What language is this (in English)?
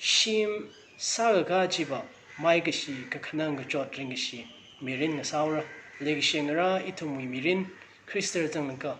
Tangkhul Naga (India)